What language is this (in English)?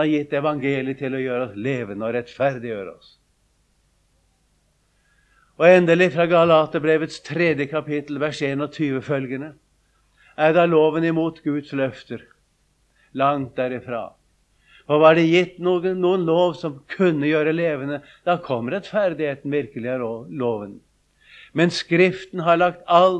Norwegian